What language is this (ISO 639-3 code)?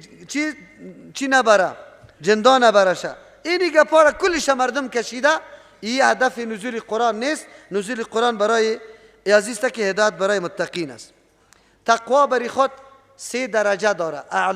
fas